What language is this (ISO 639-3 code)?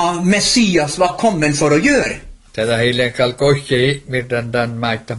nor